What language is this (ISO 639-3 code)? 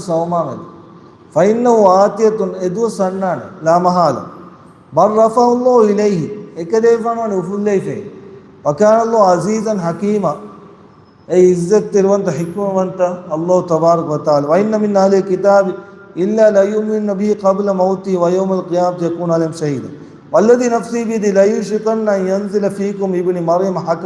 div